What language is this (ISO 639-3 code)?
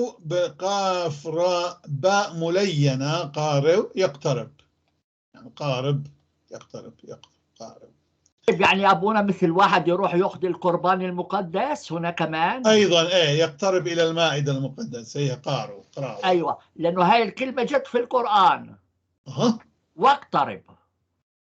apc